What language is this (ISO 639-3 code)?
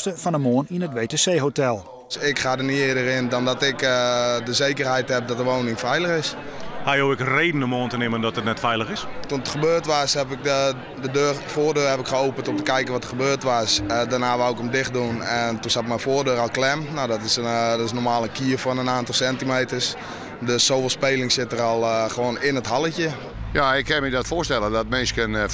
fry